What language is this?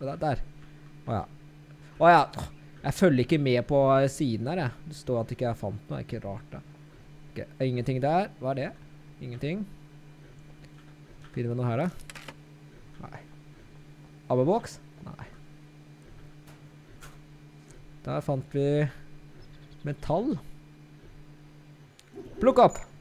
Norwegian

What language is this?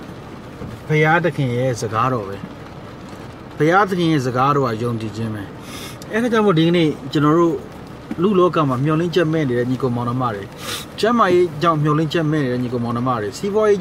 Burmese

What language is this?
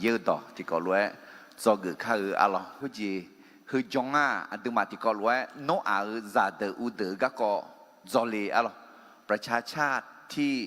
Akha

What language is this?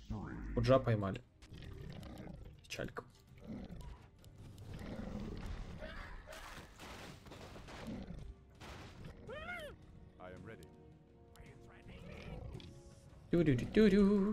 Russian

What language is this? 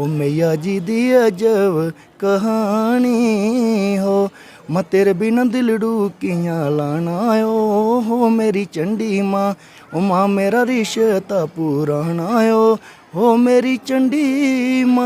Dogri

